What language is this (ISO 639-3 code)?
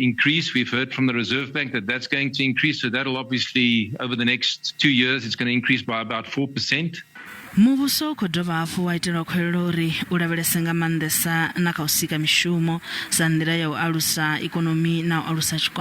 ven